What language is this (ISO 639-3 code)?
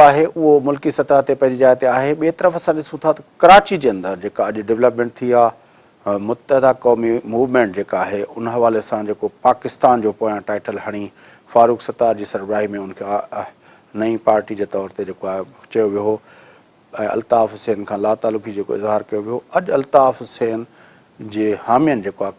snd